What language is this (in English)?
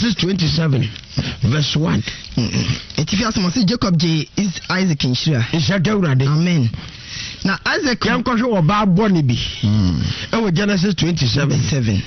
Akan